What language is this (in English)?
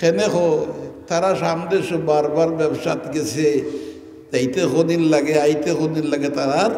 Sylheti